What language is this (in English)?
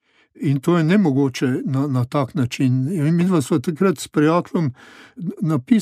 Slovenian